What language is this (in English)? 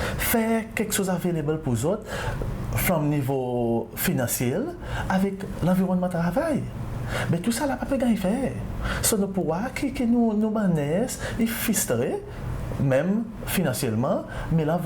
Seselwa Creole French